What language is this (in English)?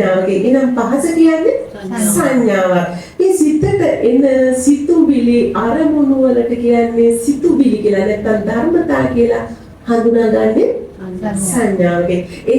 Sinhala